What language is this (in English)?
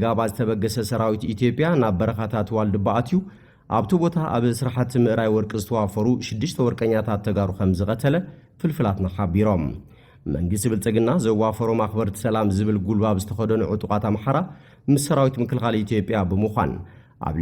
Tigrinya